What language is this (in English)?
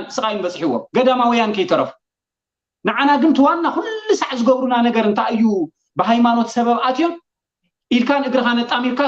Tigrinya